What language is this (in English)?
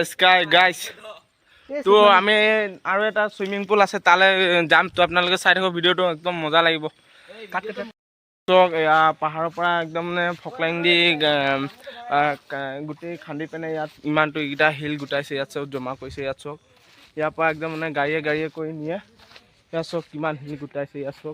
Assamese